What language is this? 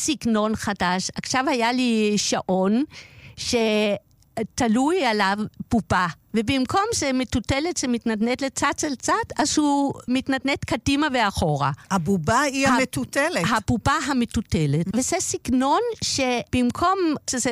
Hebrew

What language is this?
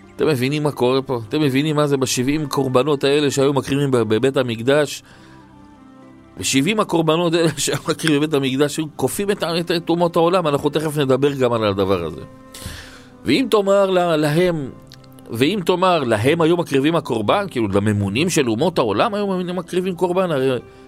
Hebrew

